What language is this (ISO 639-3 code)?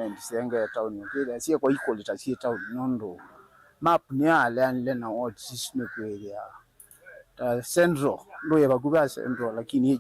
kam